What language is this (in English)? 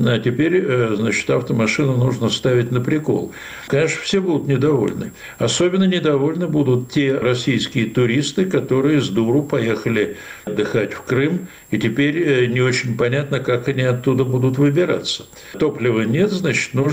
Russian